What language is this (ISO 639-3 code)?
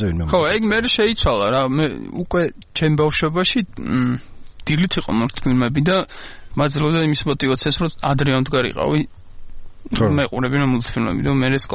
kat